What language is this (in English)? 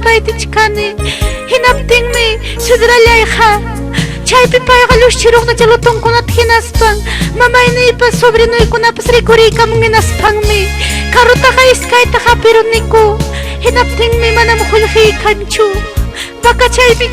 Ayacucho Quechua